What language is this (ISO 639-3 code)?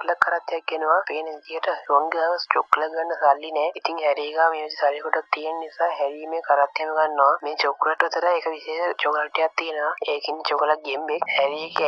sin